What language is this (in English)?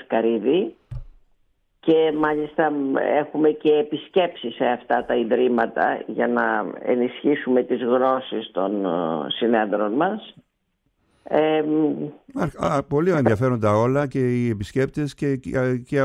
Greek